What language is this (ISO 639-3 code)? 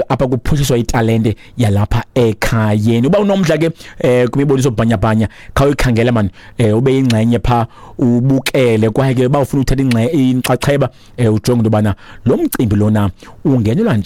xho